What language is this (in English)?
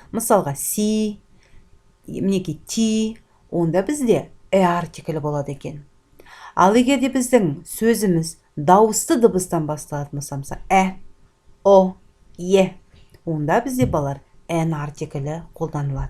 Kazakh